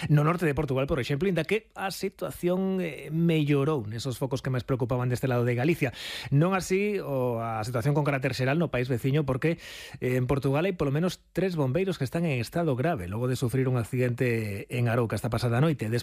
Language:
Galician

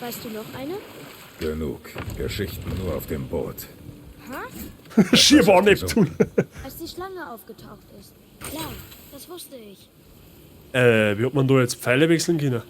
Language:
Bavarian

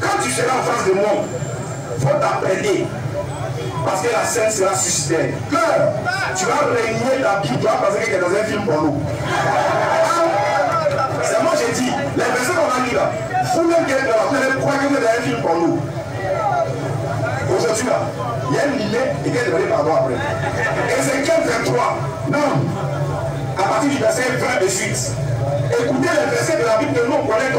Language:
French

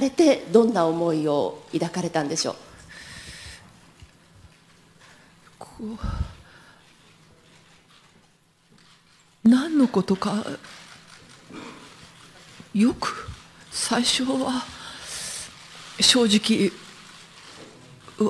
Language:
Japanese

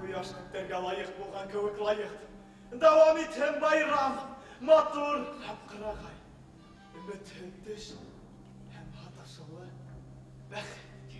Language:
Bashkir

